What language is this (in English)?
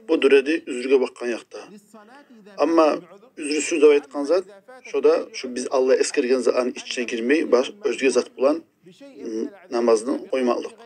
Kumyk